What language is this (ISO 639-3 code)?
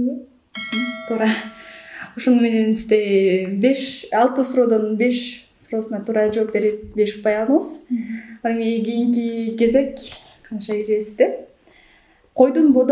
kir